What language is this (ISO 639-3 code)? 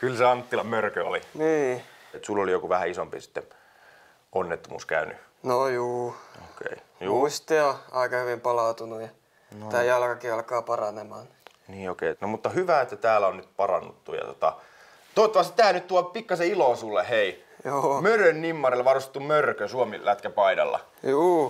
fin